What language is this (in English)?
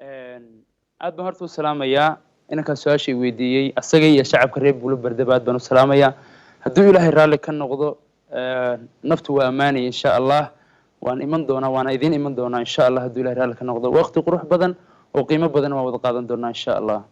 Somali